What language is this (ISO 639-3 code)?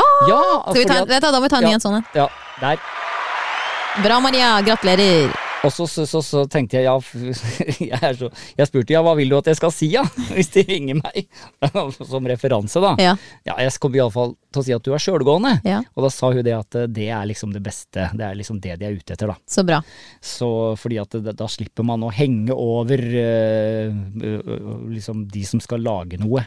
nor